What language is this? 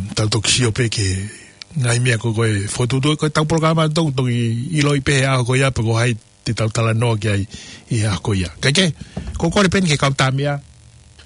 Tongan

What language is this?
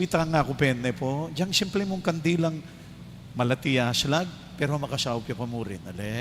Pampanga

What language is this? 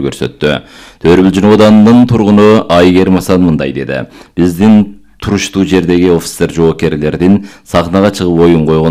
Kyrgyz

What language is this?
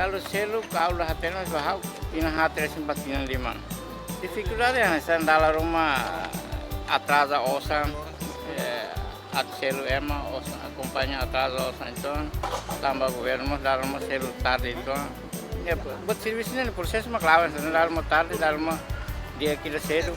Tetum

